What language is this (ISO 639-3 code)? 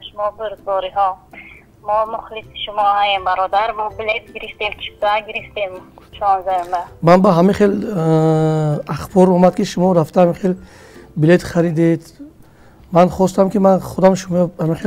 tgk